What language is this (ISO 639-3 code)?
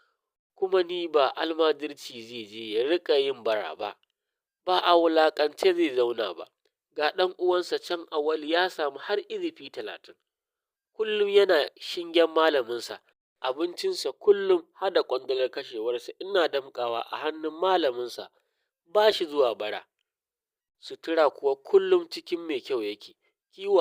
hau